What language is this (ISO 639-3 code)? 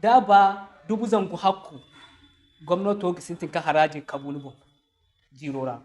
dje